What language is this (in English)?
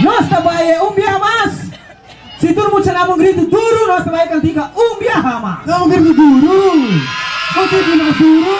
Papiamento